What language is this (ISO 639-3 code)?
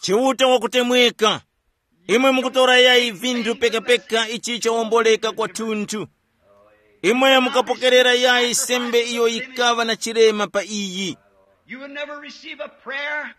tum